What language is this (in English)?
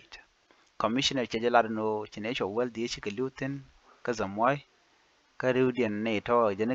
Nuer